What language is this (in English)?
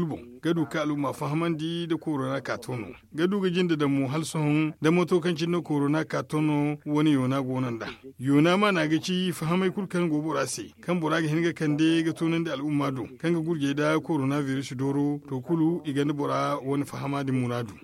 Zarma